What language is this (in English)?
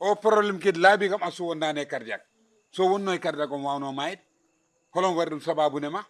Fula